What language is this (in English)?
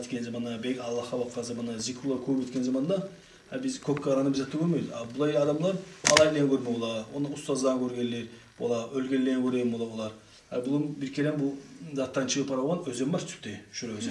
Kumyk